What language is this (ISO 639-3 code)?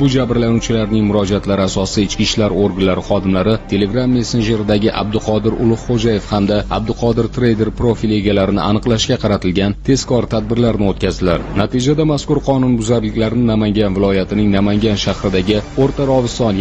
uzb